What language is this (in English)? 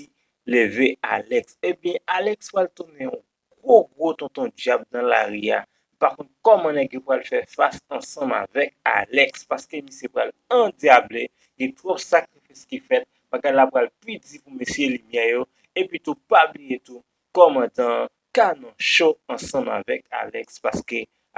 Haitian Creole